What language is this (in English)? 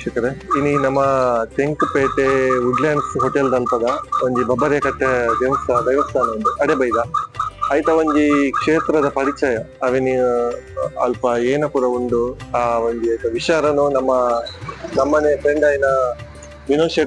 Tulu